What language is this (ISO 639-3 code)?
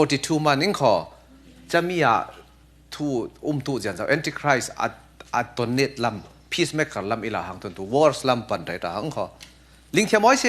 cfm